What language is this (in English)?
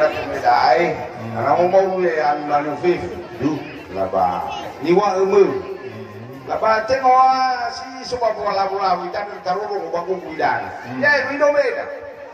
Nias